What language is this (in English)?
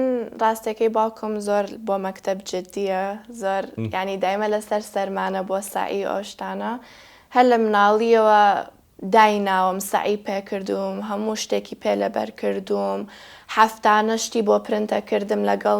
Central Kurdish